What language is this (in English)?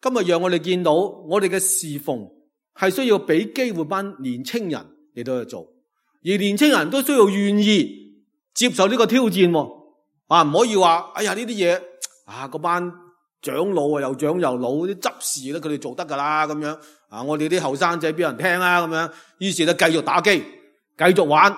Cantonese